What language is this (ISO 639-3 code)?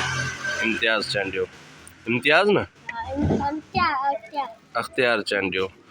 snd